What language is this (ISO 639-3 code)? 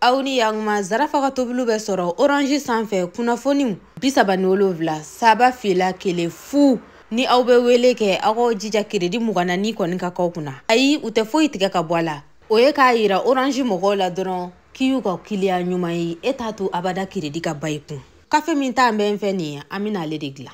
bam